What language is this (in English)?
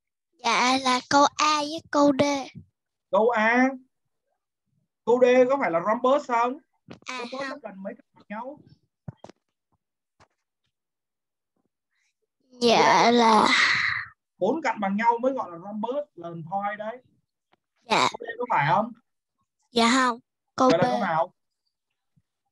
Vietnamese